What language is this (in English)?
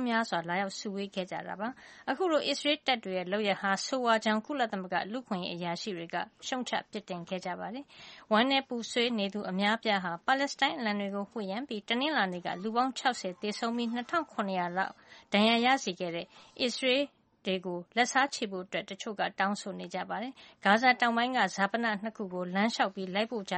Burmese